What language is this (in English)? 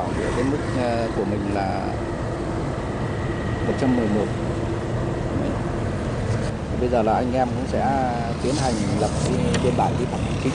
Vietnamese